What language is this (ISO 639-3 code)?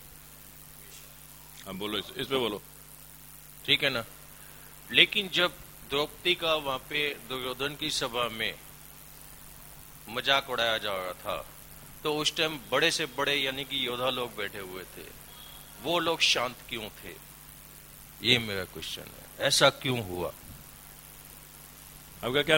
hin